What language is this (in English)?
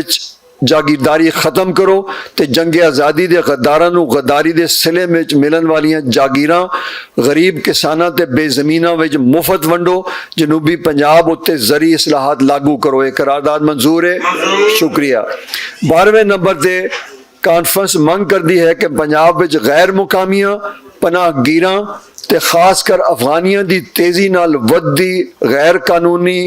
Western Panjabi